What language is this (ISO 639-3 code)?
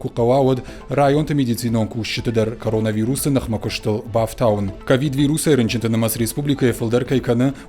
oss